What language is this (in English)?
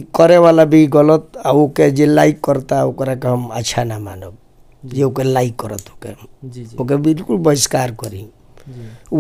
Bhojpuri